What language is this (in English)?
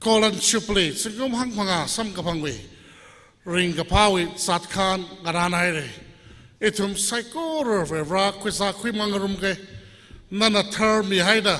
Tangkhul Naga (India)